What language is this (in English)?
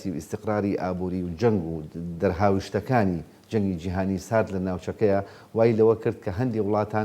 Central Kurdish